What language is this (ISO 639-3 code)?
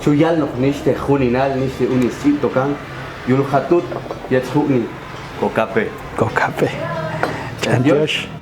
jac